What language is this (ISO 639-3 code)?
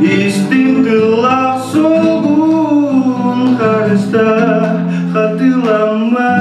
sah